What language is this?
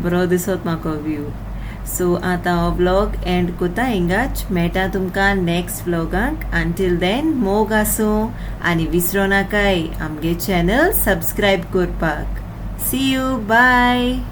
Konkani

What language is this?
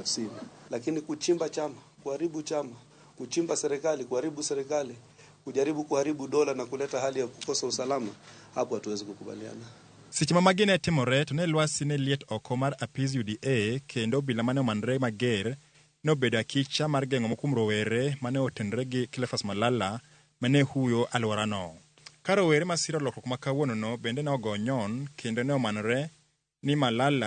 Luo (Kenya and Tanzania)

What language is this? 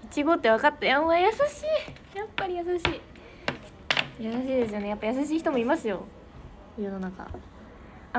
Japanese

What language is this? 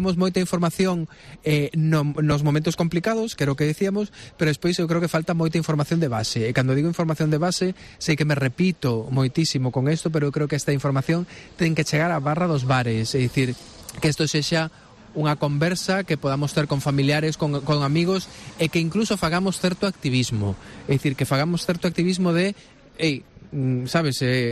Galician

